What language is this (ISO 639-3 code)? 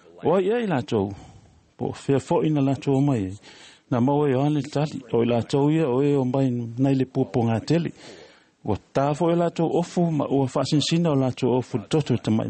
smo